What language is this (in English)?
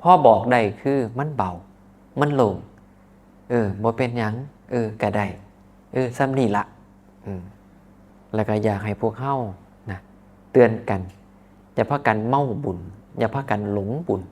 Northeastern Thai